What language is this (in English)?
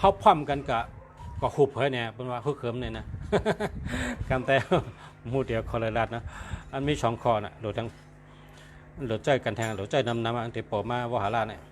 Shan